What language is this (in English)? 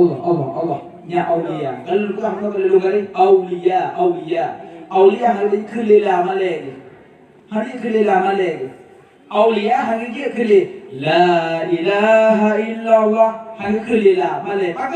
Achinese